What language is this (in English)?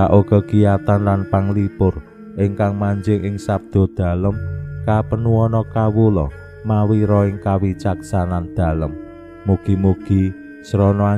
Javanese